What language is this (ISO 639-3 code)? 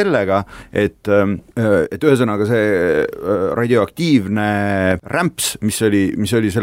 est